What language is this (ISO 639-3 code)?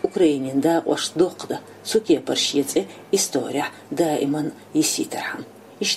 che